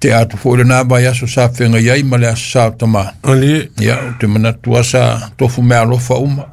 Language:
Samoan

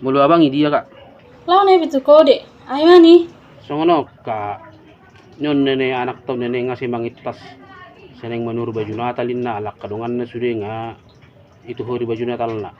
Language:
Batak Toba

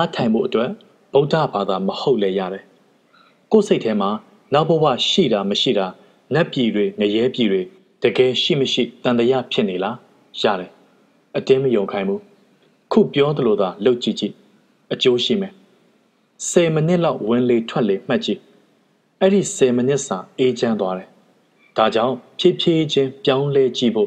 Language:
Burmese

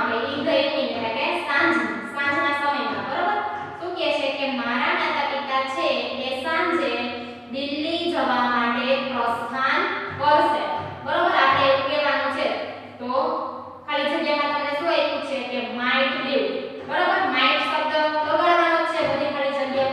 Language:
Gujarati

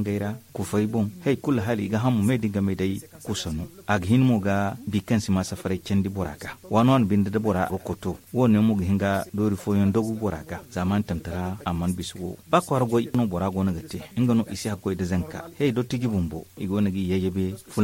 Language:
Zarma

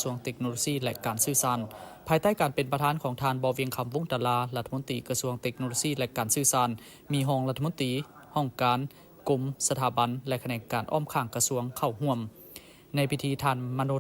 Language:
Lao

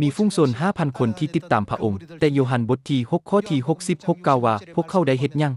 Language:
Lao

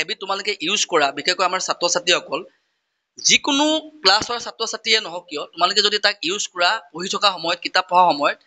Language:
Assamese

